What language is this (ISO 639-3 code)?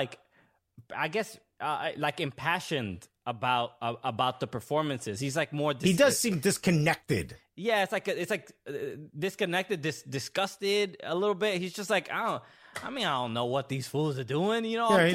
eng